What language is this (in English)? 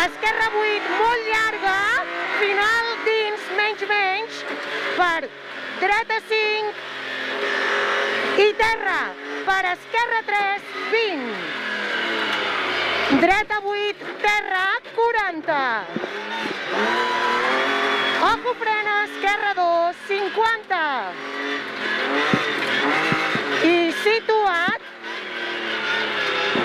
Catalan